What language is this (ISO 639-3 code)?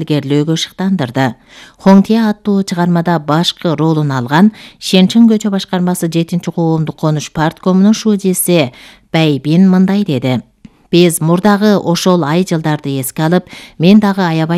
kir